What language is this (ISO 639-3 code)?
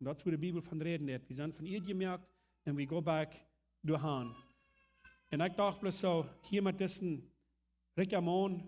pdt